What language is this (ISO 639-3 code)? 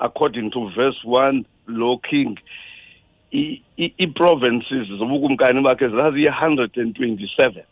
xho